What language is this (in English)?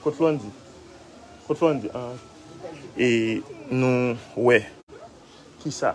Haitian Creole